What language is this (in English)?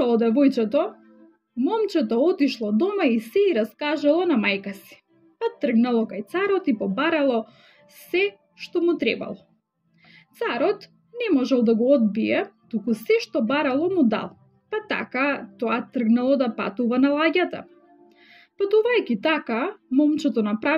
Macedonian